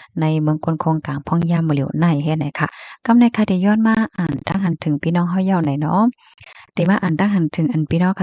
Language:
Shan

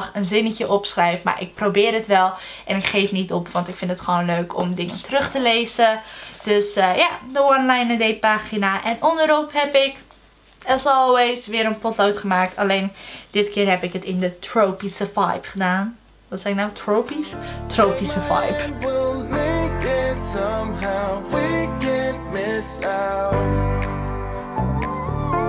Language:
Dutch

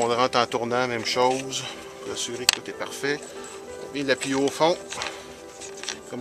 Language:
French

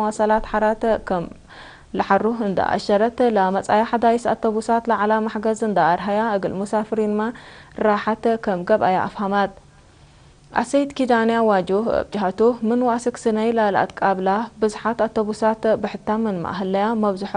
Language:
Tigre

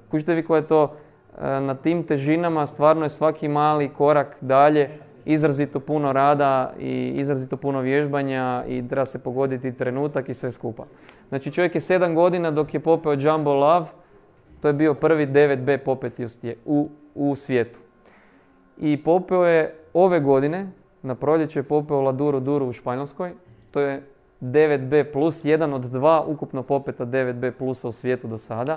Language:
Croatian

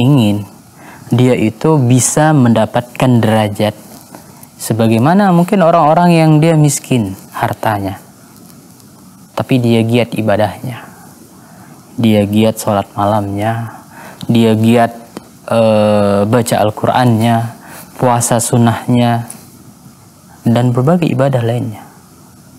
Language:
Indonesian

